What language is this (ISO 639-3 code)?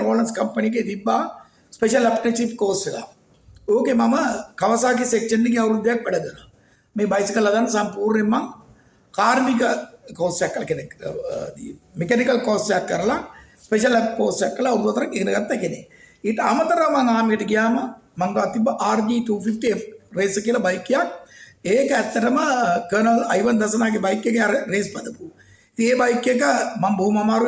sin